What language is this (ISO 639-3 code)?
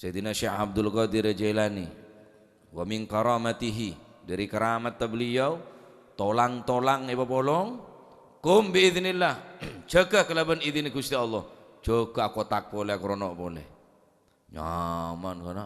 mad